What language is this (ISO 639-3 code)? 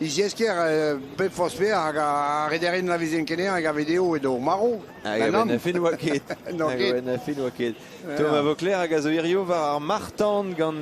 bre